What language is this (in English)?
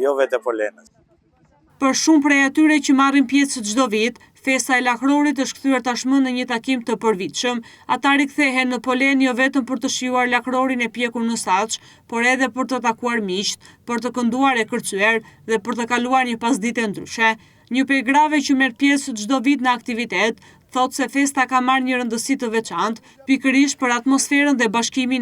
Albanian